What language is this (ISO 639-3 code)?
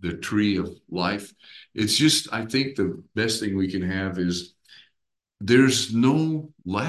eng